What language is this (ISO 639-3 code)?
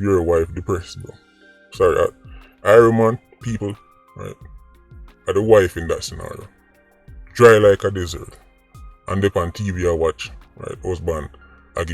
jam